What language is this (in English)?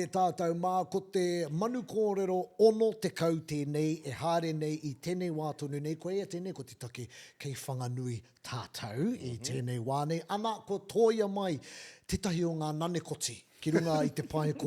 Māori